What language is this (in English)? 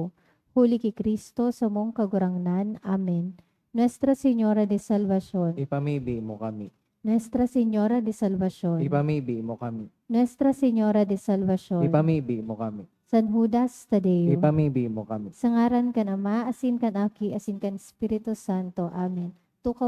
Bikol